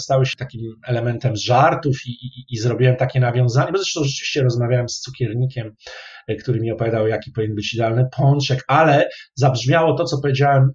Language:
Polish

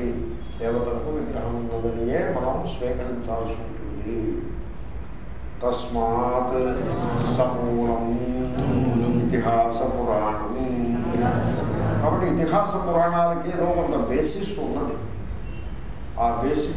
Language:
Telugu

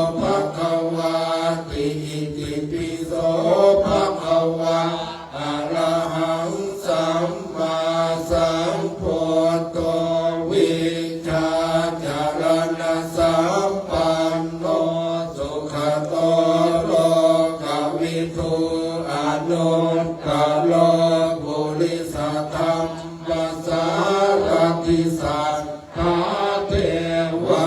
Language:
Pali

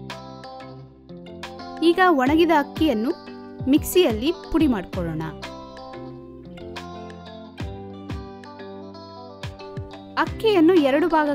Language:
Kannada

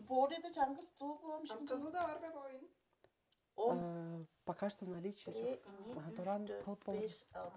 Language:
Tuvinian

